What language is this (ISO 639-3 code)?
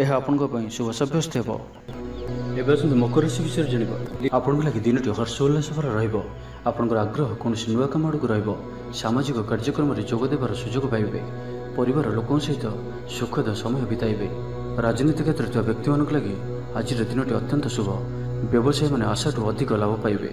ori